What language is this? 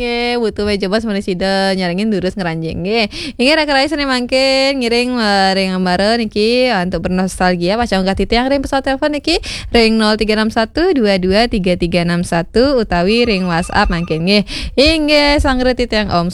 Balinese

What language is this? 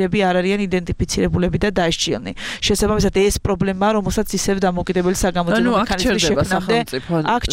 Georgian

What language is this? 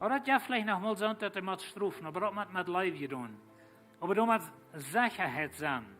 Plautdietsch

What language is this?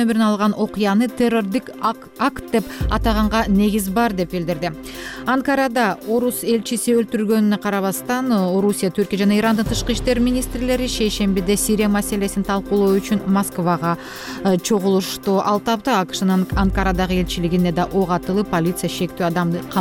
Kyrgyz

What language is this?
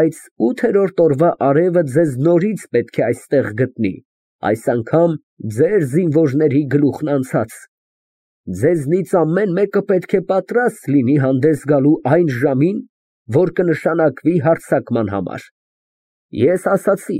Armenian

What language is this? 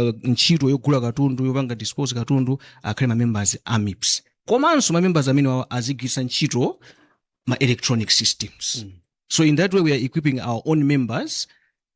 Nyanja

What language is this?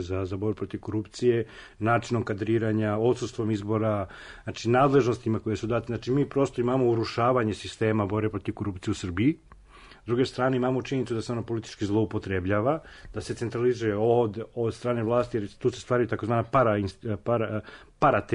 Serbian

